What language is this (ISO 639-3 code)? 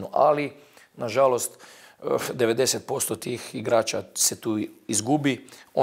bos